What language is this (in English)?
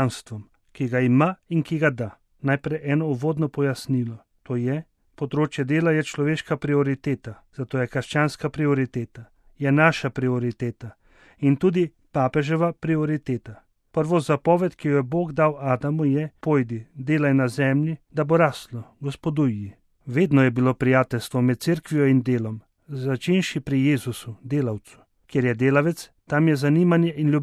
Slovenian